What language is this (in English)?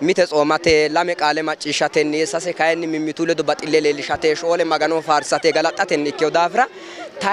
Sidamo